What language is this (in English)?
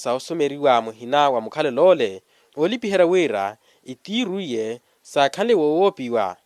Makhuwa